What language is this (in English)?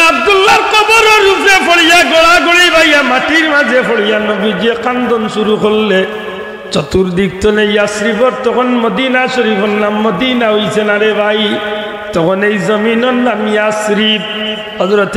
Sylheti